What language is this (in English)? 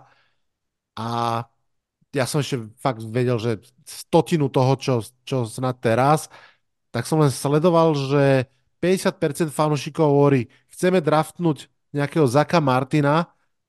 Slovak